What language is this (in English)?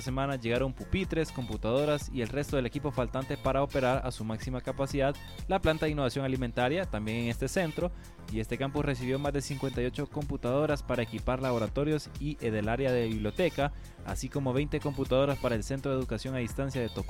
Spanish